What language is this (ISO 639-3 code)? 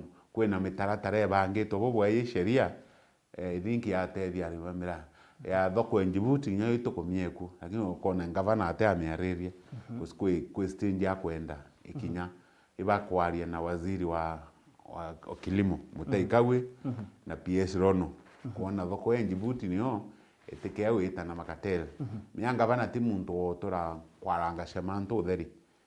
mer